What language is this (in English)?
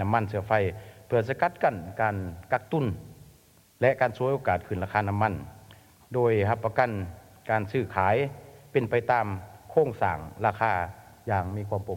Lao